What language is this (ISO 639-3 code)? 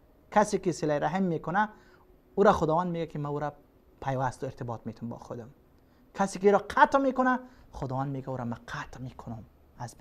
fas